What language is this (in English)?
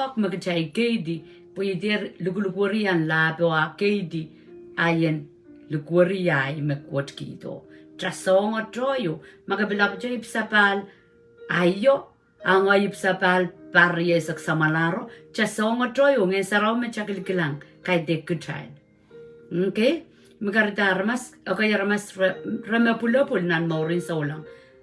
Pohnpeian